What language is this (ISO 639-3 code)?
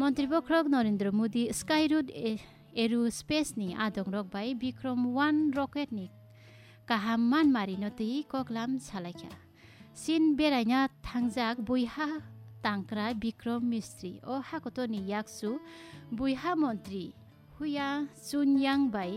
trp